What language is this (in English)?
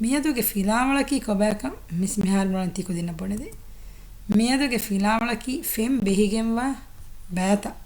Divehi